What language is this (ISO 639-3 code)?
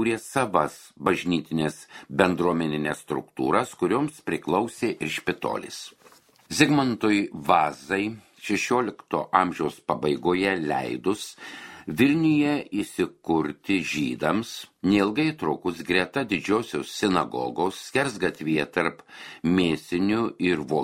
lit